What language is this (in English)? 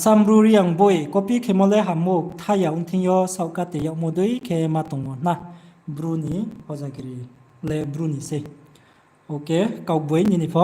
Riang (India)